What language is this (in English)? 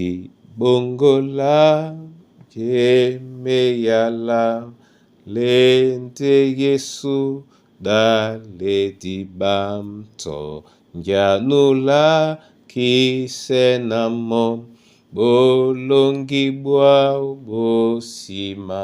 Duala